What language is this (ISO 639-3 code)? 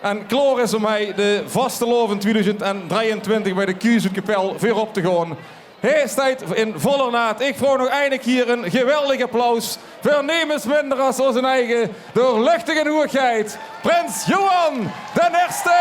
lim